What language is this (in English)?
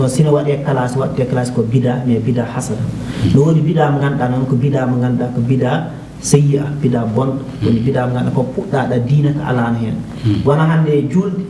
Fula